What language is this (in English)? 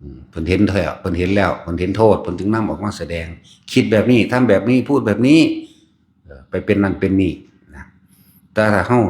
Northeastern Thai